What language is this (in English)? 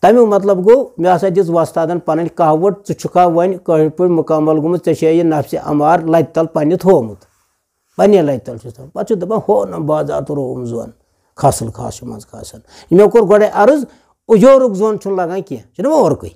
Kashmiri